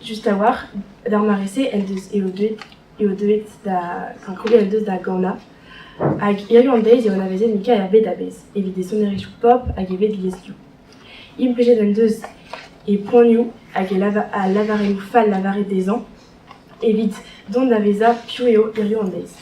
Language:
Breton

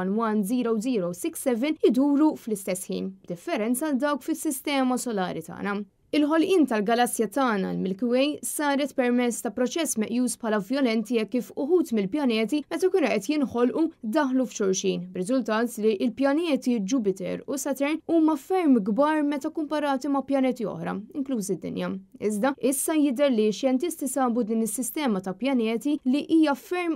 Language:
Maltese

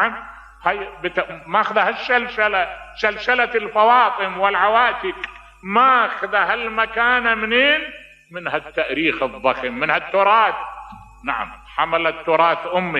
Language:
Mesopotamian Arabic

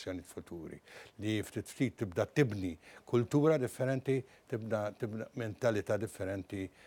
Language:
Maltese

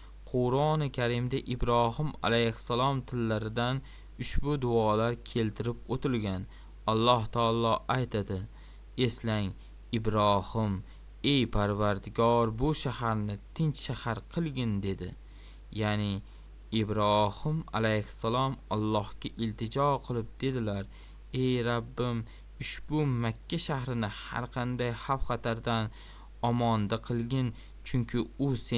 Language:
Uzbek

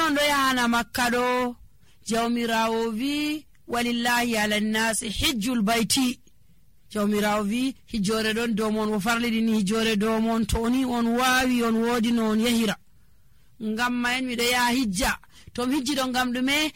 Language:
Nigerian Fulfulde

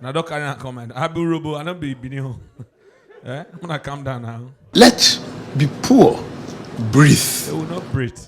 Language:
Nigerian Pidgin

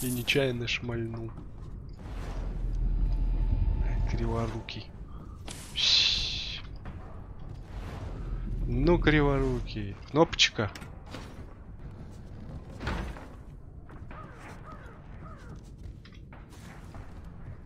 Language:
Russian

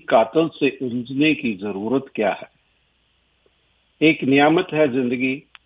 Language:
Punjabi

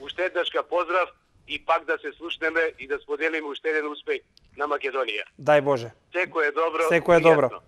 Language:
Macedonian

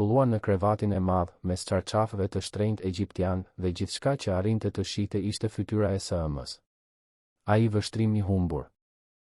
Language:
Albanian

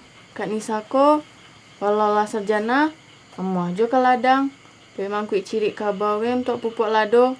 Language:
Minangkabau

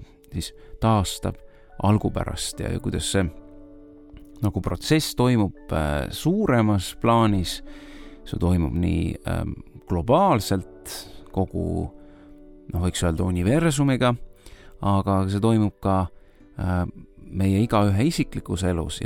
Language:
Estonian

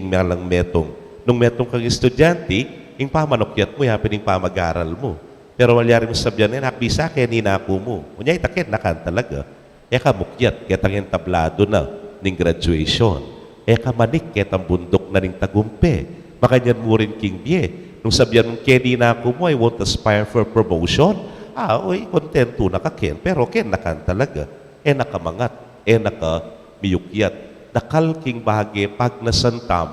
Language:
Pampanga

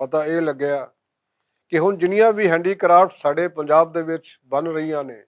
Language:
Western Panjabi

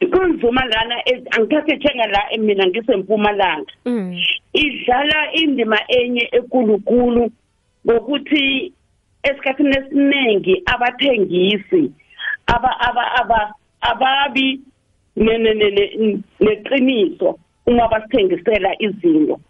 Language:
South Ndebele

